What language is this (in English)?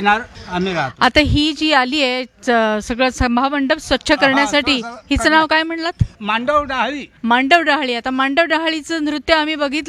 Marathi